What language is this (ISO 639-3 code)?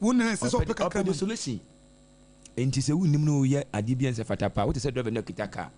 aka